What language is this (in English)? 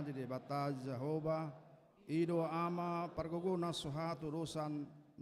Batak Toba